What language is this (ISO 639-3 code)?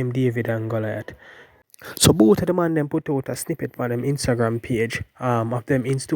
jam